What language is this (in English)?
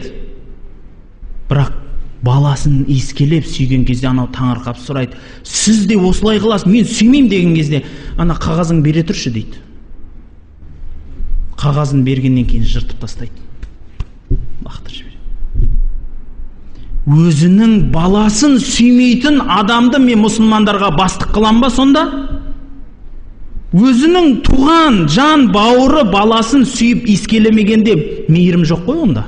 Kazakh